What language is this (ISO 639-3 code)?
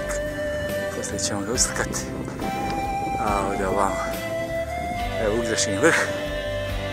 hrv